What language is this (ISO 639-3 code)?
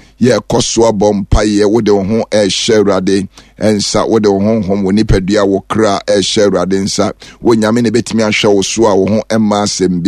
aka